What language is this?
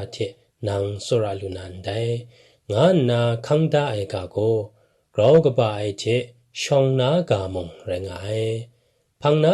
Kachin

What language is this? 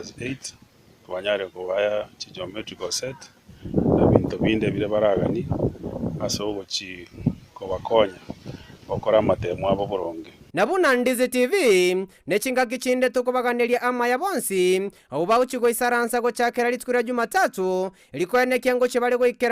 Gusii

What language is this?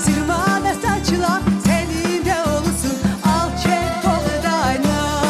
Crimean Tatar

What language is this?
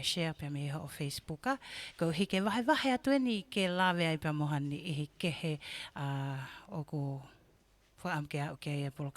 Tongan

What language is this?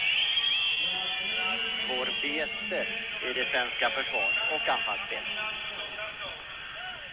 Swedish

